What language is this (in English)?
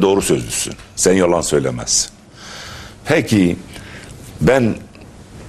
Turkish